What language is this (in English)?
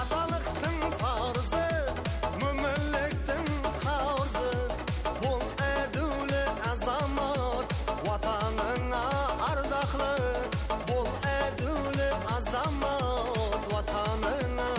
Kara-Kalpak